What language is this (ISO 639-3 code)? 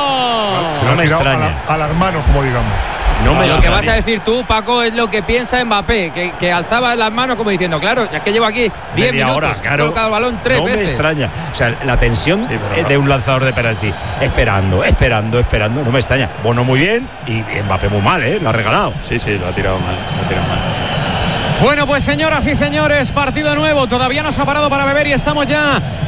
spa